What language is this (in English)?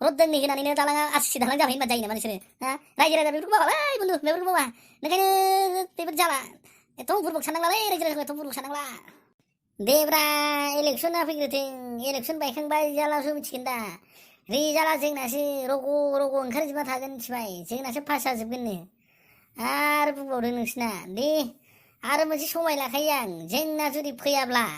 Bodo